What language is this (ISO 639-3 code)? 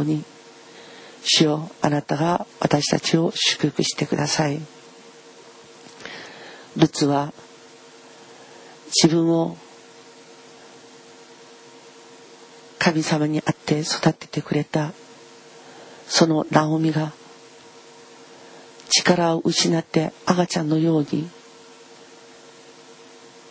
jpn